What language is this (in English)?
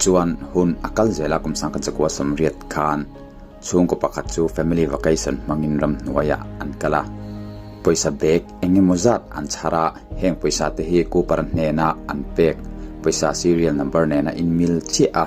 Mizo